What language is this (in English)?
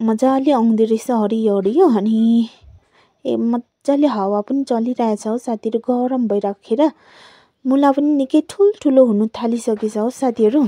Nepali